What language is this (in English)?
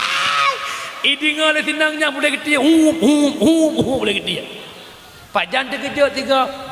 Achinese